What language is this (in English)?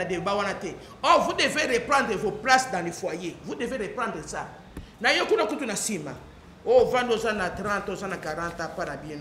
Lingala